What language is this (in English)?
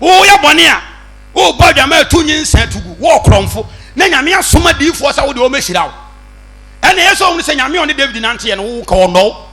Akan